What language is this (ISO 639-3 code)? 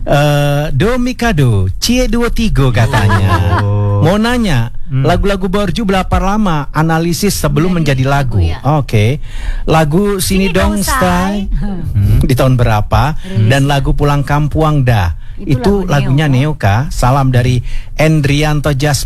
ind